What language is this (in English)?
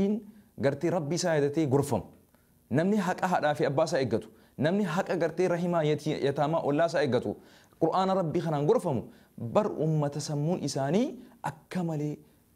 Oromo